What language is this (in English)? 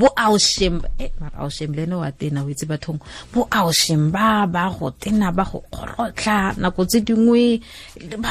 Tswana